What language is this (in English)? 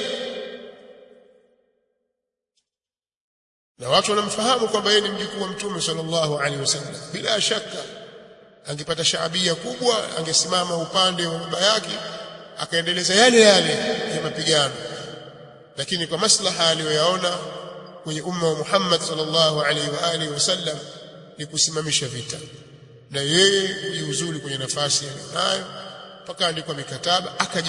Swahili